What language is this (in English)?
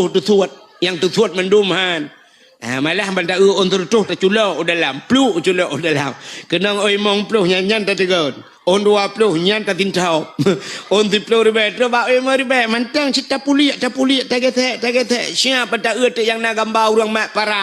Achinese